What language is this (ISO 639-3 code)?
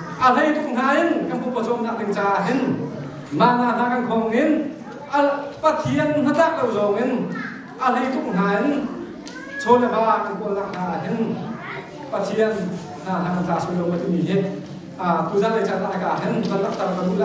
cnh